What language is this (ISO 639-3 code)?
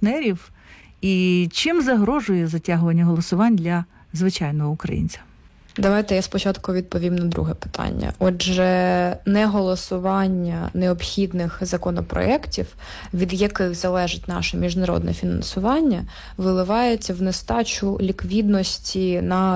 ukr